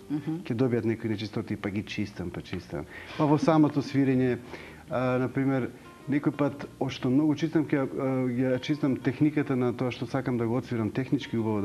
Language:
Macedonian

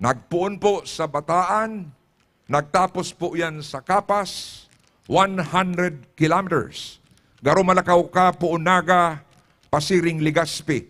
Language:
Bikol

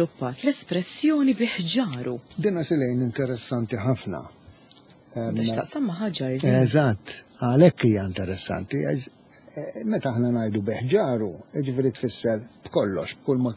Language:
Maltese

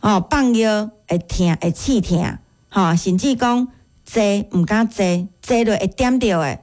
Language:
Min Nan Chinese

